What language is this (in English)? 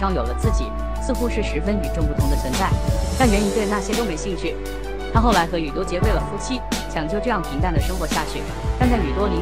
Chinese